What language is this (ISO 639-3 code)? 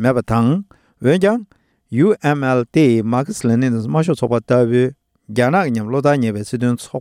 bod